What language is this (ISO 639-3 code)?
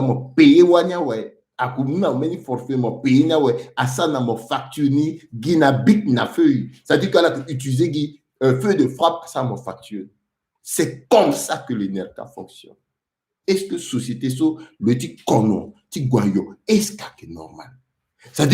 sag